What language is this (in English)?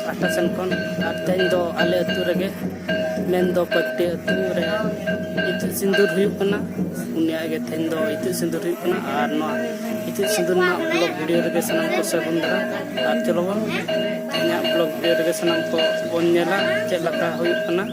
Santali